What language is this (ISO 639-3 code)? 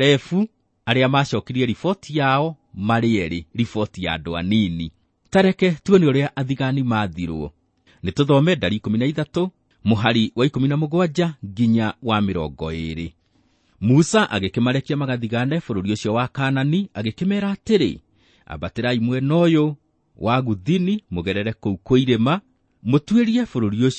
kik